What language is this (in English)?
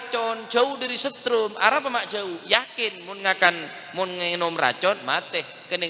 Madurese